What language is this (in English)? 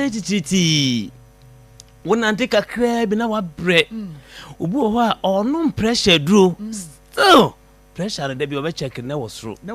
Akan